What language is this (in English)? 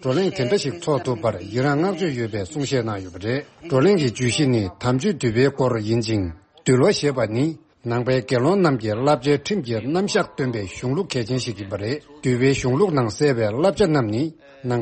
Tibetan